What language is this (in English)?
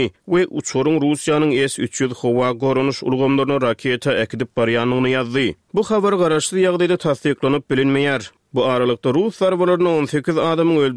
Turkmen